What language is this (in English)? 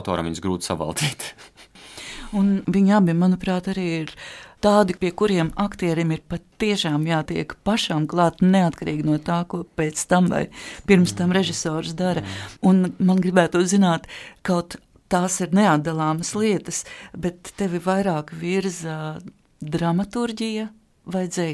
Latvian